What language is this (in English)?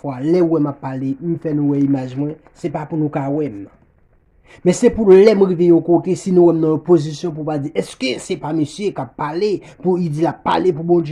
Haitian Creole